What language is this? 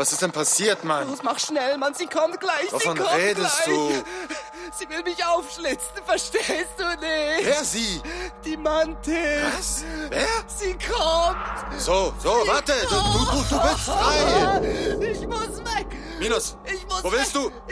Swiss German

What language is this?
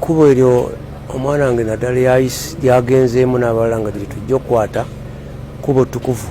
Ganda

